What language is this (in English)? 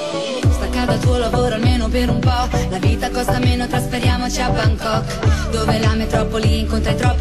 Italian